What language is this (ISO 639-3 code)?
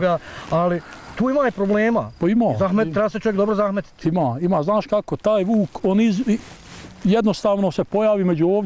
bos